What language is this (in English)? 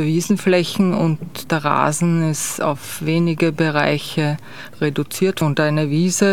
German